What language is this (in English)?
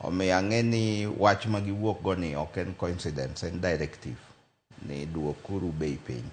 Luo (Kenya and Tanzania)